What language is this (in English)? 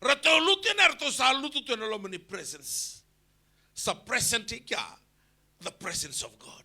Fijian